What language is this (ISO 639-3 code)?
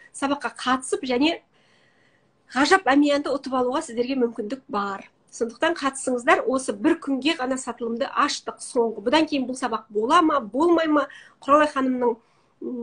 kaz